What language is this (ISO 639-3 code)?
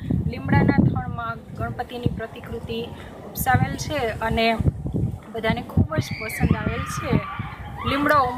guj